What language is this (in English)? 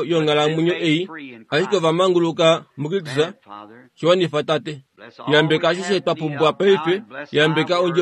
Kuanyama